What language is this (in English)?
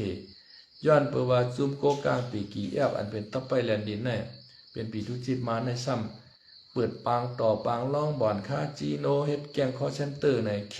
Shan